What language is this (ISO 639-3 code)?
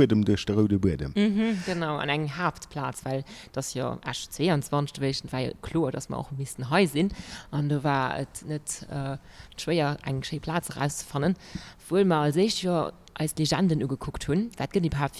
ltz